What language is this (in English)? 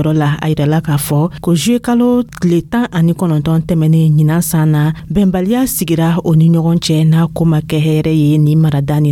Dyula